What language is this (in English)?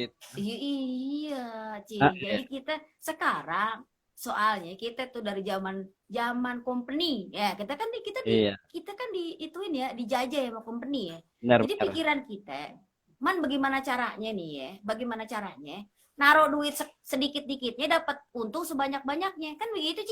Betawi